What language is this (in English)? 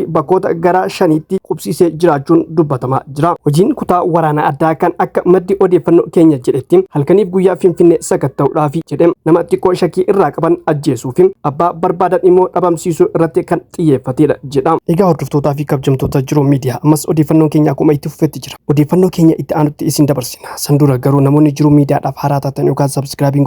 Oromo